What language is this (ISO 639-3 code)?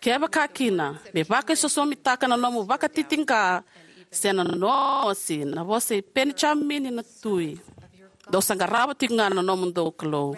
fij